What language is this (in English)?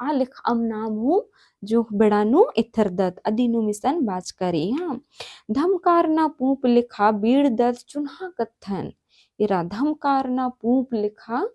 Kurukh